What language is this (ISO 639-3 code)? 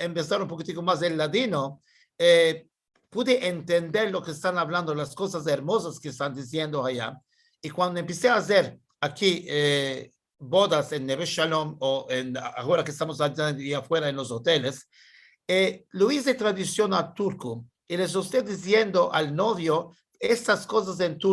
lad